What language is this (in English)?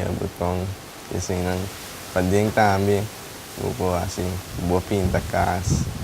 Papiamento